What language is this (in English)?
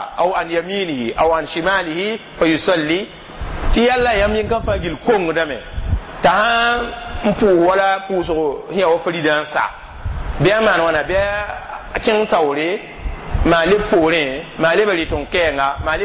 Mossi